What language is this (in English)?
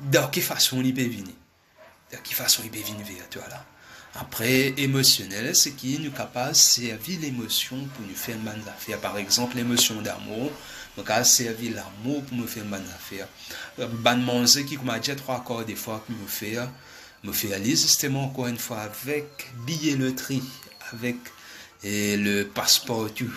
Morisyen